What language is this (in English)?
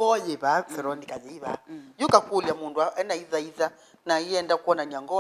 Kamba